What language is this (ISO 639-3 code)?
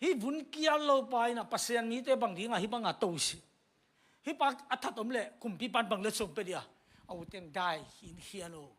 ctd